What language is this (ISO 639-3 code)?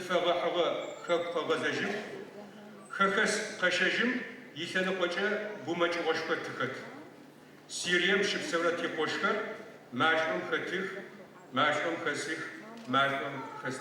ady